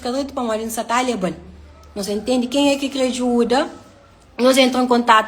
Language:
Kabuverdianu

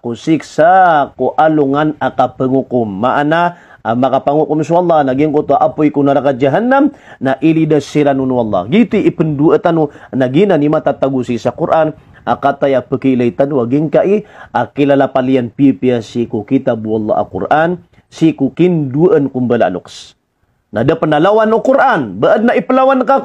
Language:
Maranao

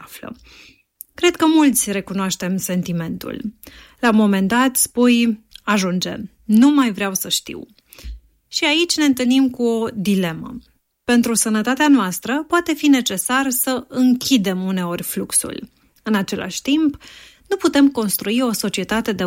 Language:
Romanian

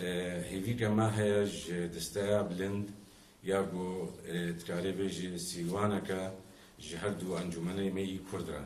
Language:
Kurdish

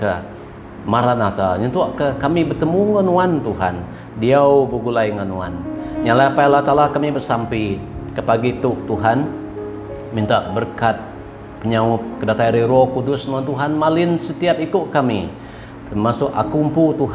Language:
Iban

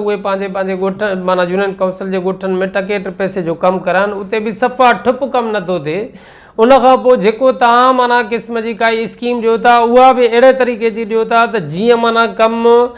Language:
Sindhi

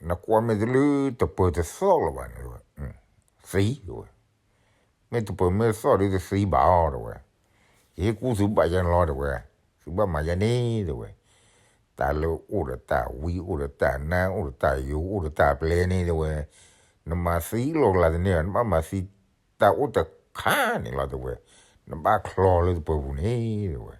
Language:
S'gaw Karen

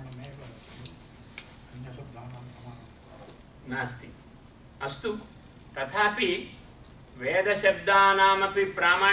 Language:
Sanskrit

